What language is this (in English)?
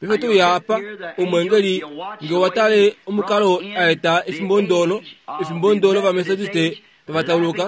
Kuanyama